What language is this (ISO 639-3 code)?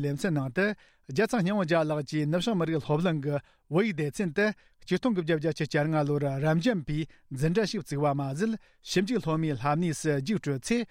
bod